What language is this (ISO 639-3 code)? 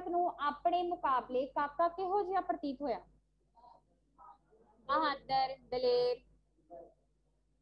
pan